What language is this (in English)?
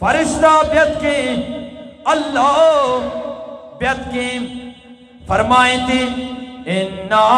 Eastern Balochi